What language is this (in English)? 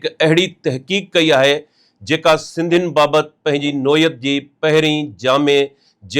Sindhi